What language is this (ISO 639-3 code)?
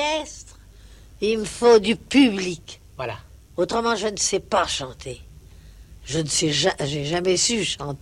fra